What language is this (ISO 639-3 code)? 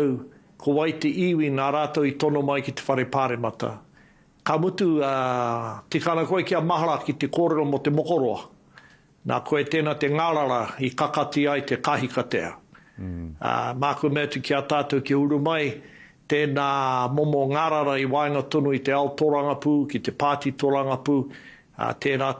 mri